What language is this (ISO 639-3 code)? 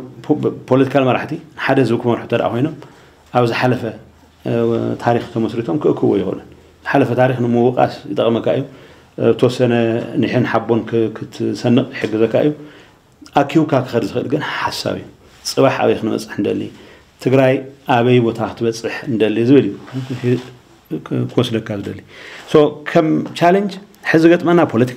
tir